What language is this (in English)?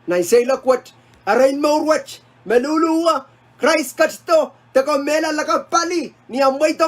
Pohnpeian